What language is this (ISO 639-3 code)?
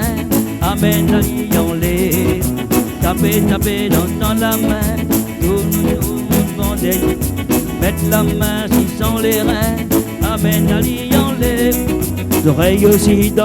rcf